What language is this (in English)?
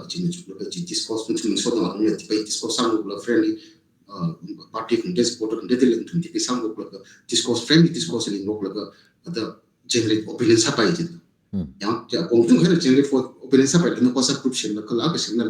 Tangkhul Naga (India)